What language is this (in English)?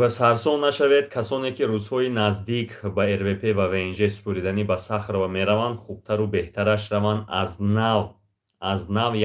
Tajik